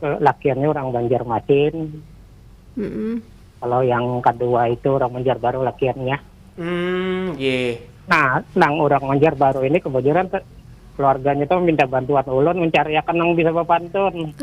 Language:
Banjar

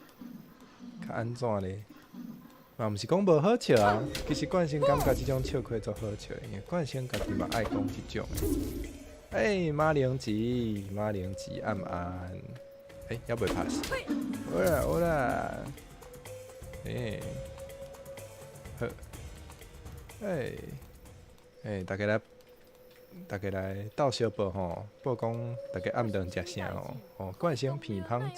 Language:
Min Nan Chinese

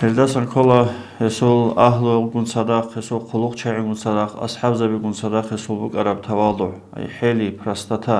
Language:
Avaric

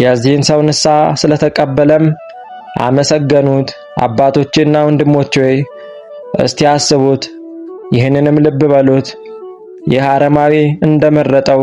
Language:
Amharic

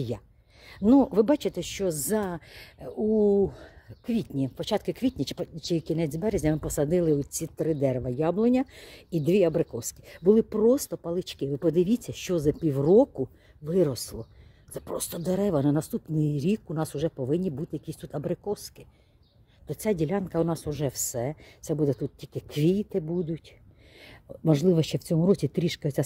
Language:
Ukrainian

